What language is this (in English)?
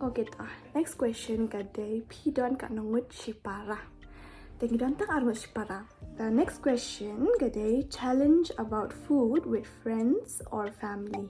Khasi